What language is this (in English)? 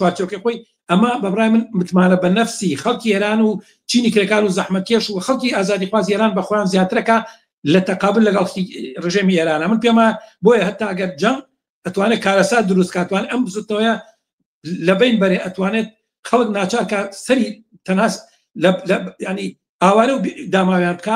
Central Kurdish